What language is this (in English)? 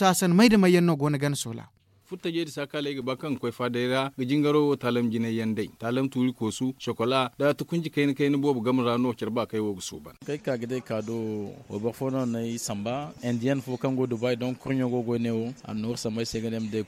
Zarma